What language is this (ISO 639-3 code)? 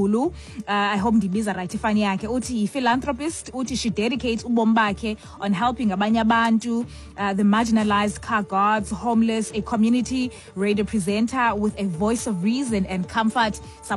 xho